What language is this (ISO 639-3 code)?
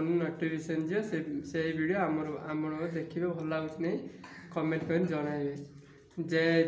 ori